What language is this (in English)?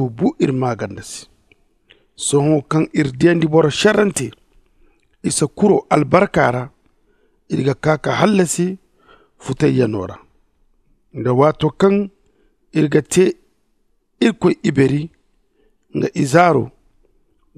Zarma